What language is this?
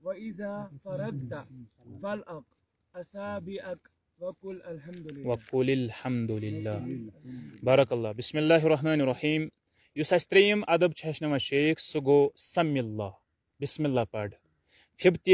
Kashmiri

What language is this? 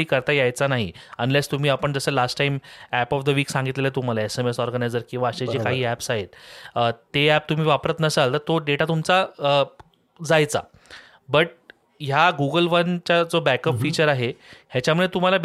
Marathi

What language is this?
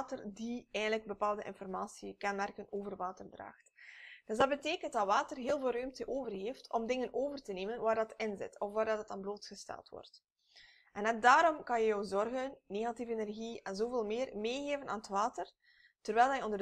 Dutch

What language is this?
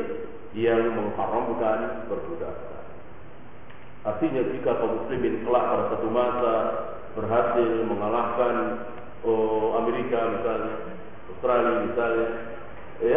Indonesian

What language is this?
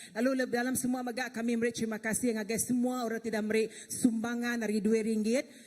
Iban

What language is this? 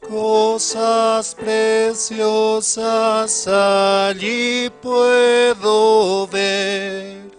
Aymara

